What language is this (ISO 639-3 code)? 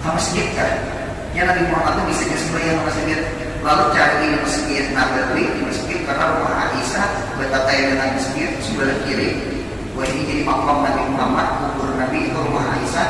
bjn